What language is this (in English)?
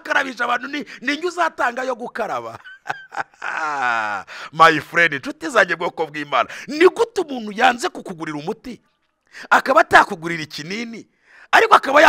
Kinyarwanda